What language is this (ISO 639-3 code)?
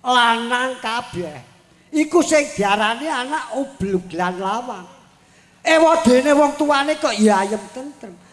jav